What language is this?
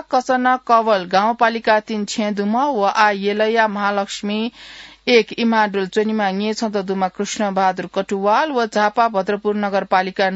Newari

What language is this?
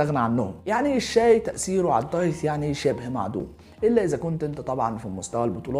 Egyptian Arabic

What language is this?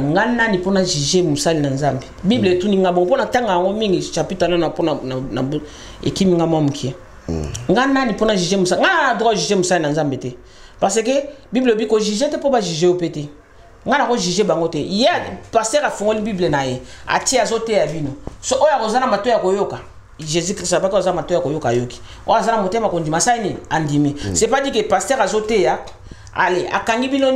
Lingala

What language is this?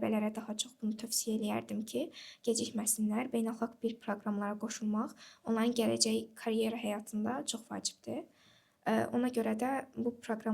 Azerbaijani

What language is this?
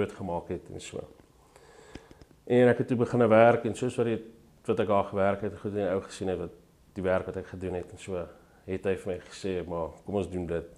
Afrikaans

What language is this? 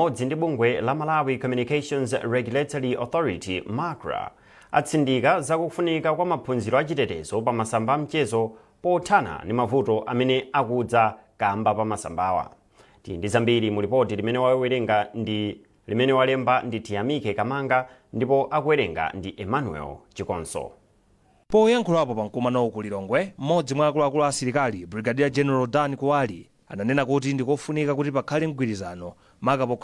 Nyanja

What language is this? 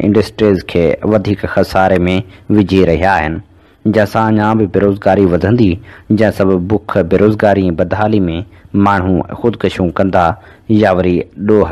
Sindhi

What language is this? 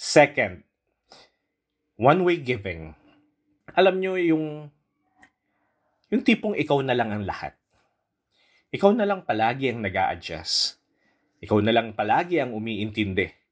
Filipino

